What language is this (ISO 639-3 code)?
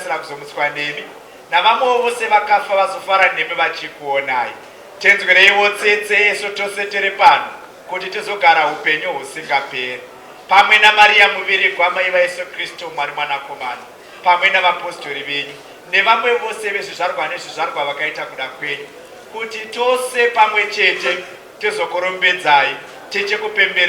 sna